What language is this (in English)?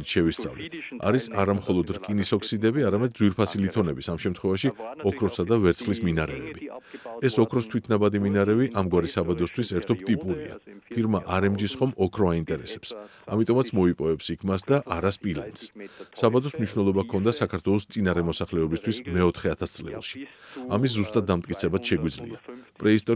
Georgian